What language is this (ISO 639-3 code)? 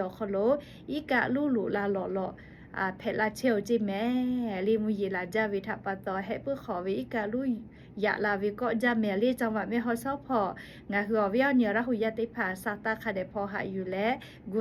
lhu